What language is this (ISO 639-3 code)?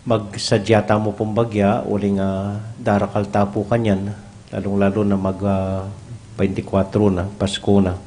pam